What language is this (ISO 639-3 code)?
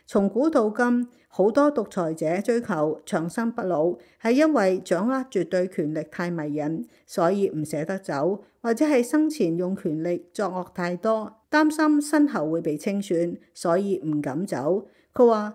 yue